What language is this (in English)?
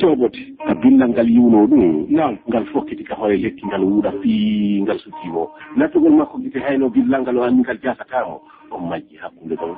Fula